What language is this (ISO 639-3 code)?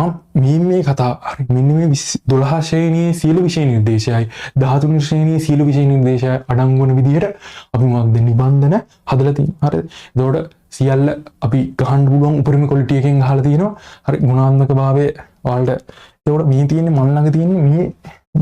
sin